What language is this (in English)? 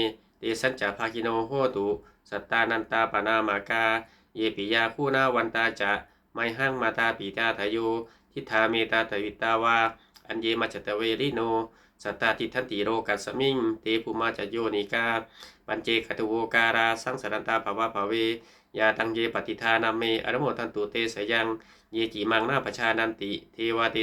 Pali